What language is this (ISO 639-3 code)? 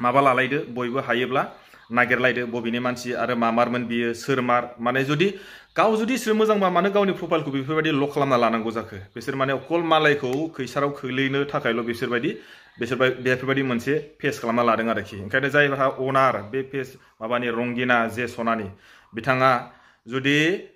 brx